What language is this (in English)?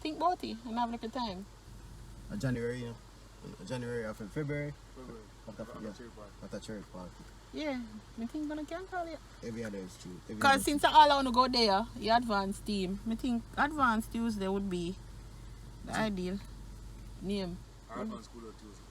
Jamaican Creole English